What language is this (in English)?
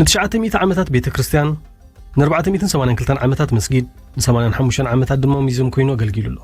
Tigrinya